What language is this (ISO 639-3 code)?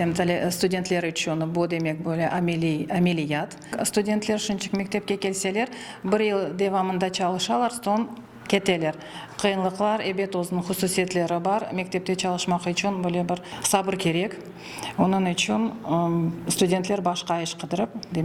crh